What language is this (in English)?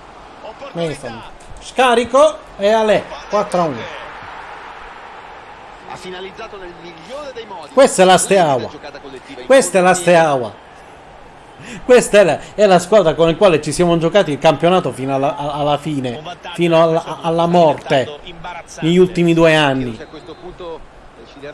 Italian